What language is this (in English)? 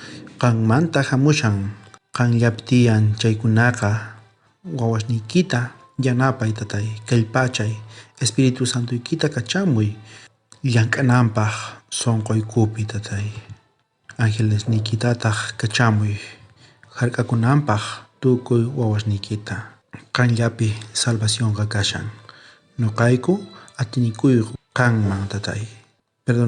South Bolivian Quechua